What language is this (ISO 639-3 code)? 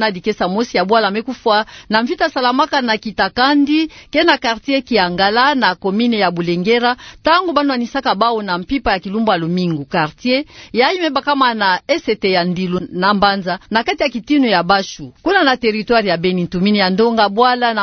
ktu